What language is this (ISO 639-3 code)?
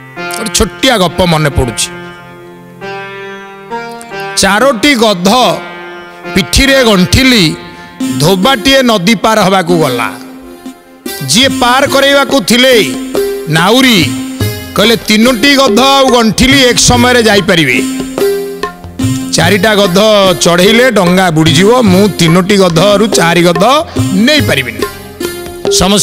ori